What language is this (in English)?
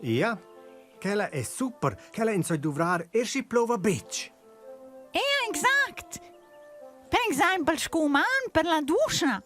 Romansh